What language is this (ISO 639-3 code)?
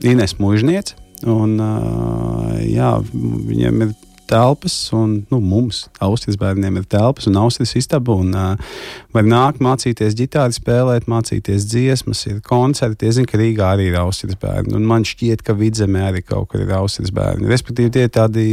lav